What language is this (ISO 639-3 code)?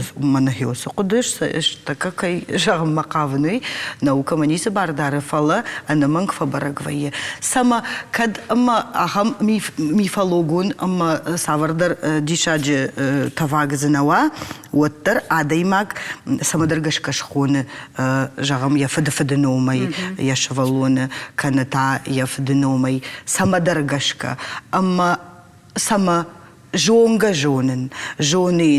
oss